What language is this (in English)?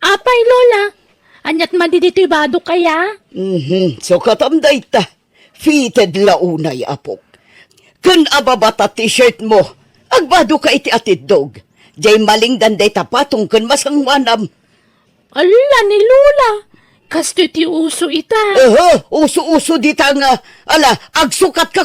Iloko